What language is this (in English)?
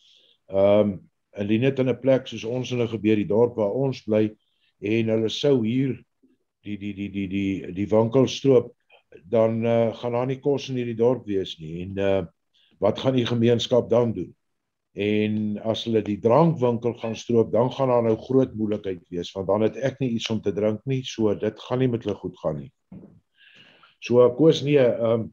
Afrikaans